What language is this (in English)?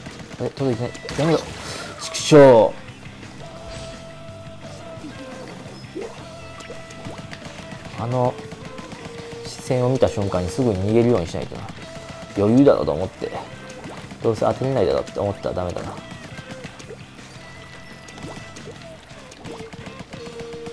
Japanese